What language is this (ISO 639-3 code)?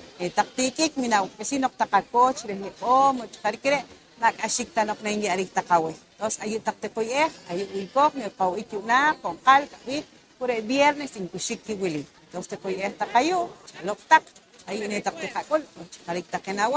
poh